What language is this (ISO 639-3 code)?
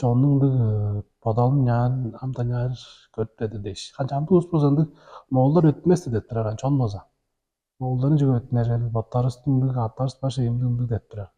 tyv